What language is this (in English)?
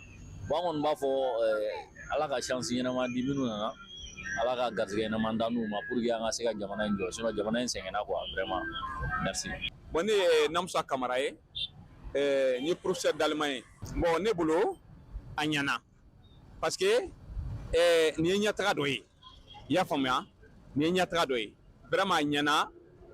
Bambara